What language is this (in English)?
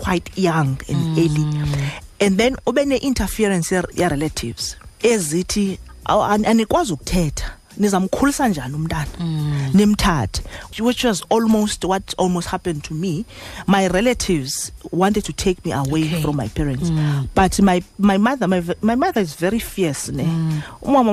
Xhosa